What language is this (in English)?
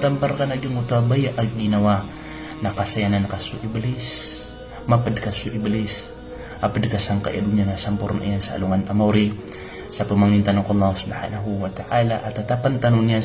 Maranao